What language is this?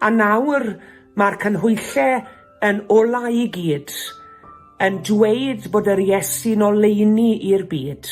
Welsh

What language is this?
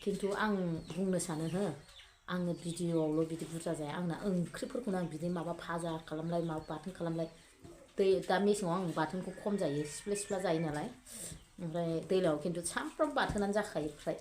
Bodo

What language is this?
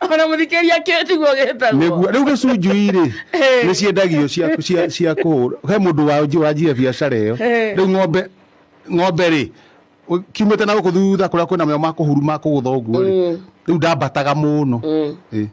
Kikuyu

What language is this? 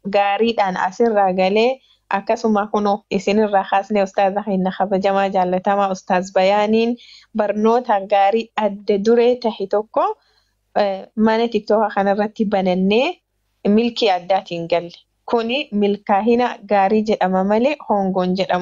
Oromo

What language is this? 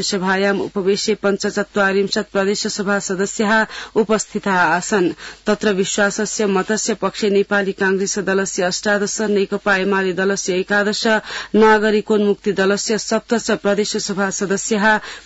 Sanskrit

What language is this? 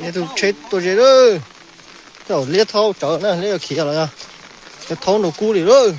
Hmong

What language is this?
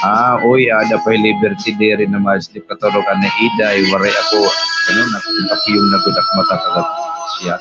Waray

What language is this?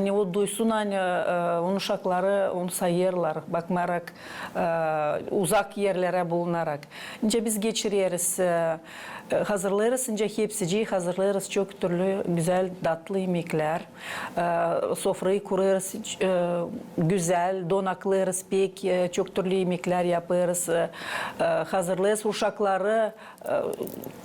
Gagauz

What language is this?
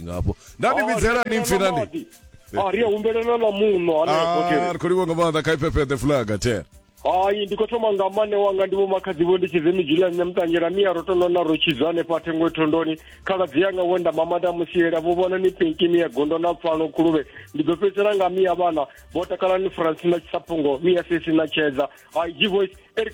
Venda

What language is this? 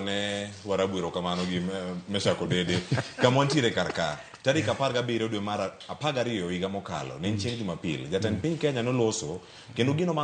Luo (Kenya and Tanzania)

